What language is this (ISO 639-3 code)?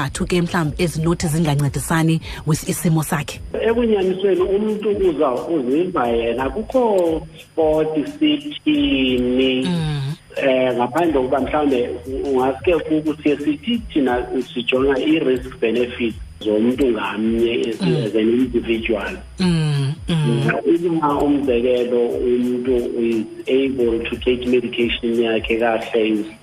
xho